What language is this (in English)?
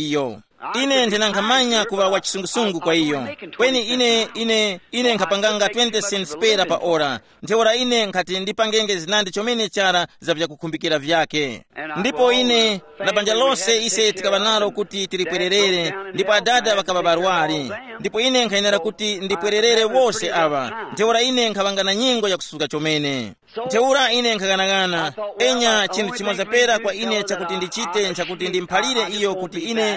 Tumbuka